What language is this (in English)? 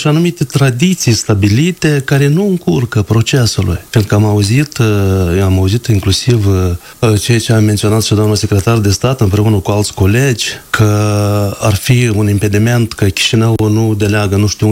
Romanian